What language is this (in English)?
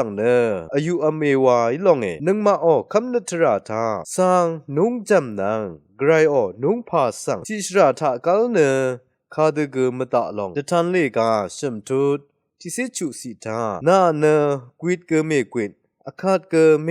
Rawang